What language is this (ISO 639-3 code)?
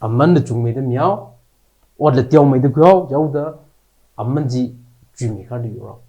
nmf